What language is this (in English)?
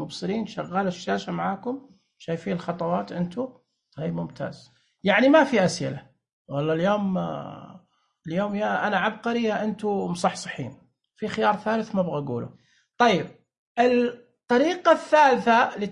Najdi Arabic